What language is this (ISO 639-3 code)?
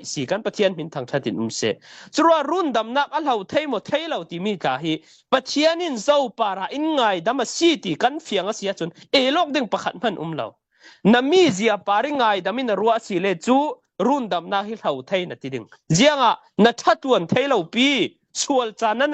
cfm